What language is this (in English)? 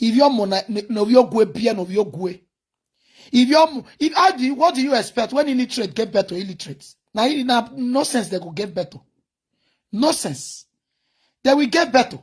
Nigerian Pidgin